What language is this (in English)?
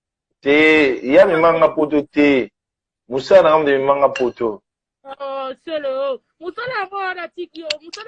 Lingala